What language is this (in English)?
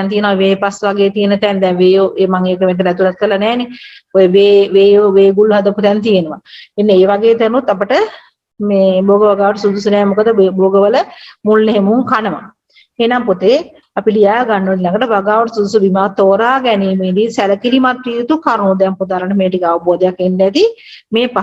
Sinhala